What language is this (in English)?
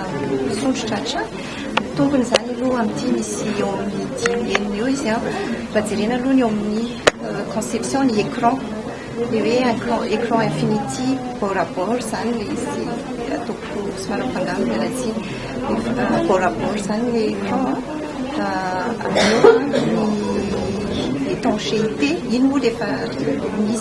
Malagasy